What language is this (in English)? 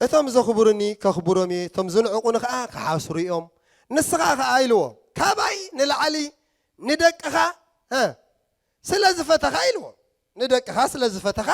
Tigrinya